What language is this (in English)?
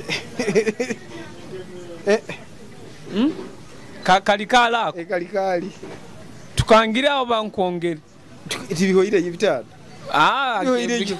Nyoro